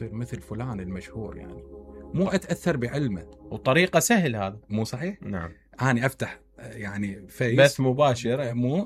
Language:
Mesopotamian Arabic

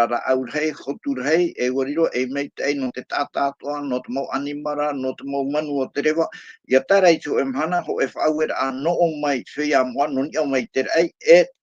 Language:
Tahitian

